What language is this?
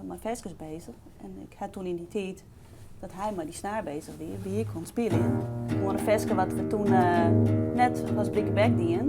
Western Frisian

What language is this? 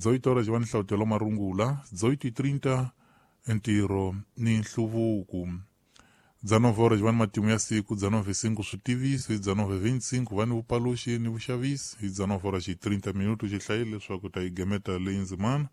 Tsonga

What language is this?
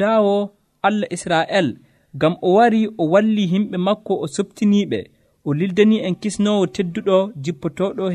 Nigerian Fulfulde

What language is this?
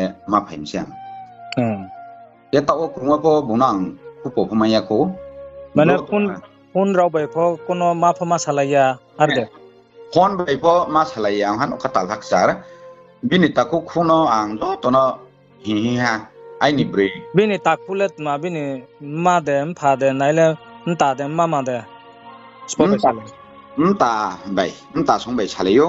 Riang (India)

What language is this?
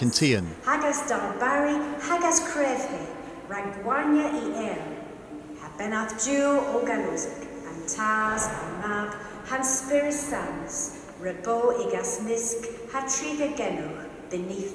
Cornish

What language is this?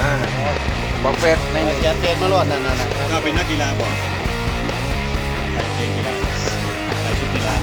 Lao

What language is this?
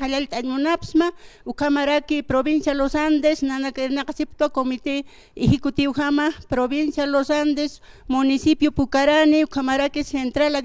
Aymara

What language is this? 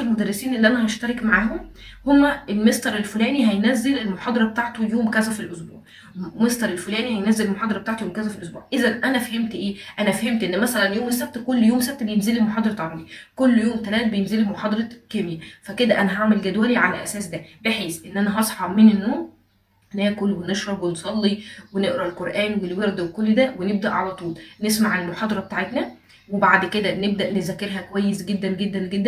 Egyptian Arabic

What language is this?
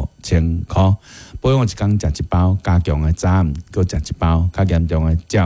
Min Nan Chinese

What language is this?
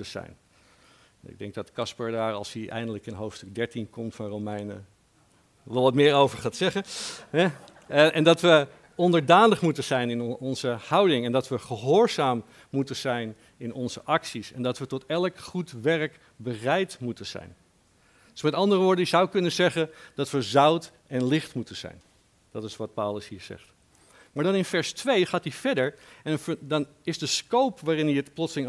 Dutch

